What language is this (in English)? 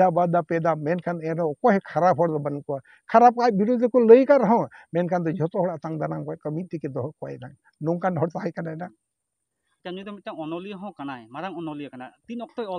Santali